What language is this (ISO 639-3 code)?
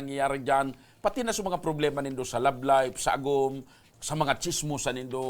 bik